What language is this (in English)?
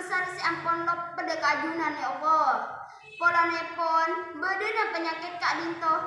Madurese